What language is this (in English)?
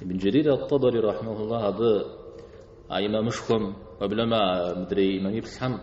Kabardian